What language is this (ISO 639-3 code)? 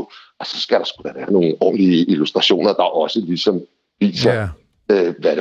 dan